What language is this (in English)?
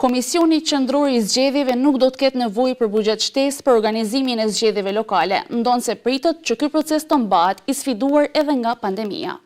Albanian